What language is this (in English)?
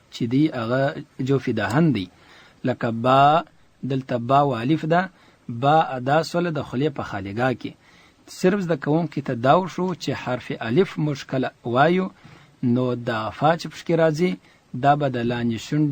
Pashto